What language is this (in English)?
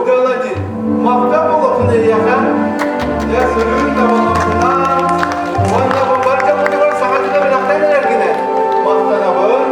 Yakut